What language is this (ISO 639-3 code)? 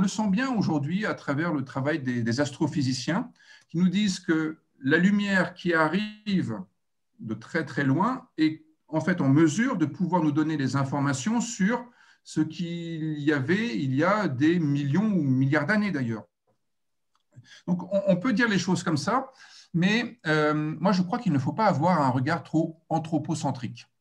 fra